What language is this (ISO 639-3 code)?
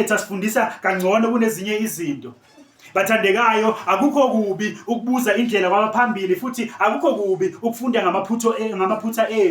zul